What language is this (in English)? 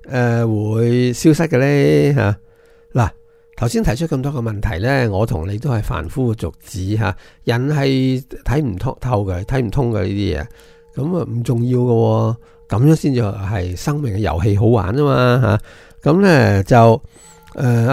Cantonese